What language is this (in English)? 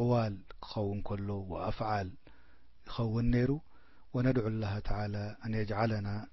Tigrinya